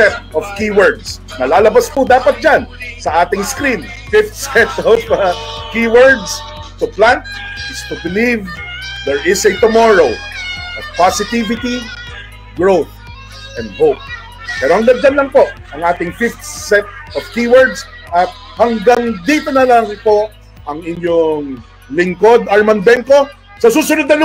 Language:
Filipino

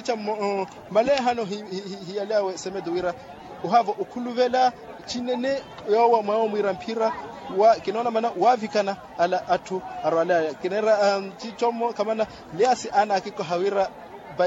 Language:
Makhuwa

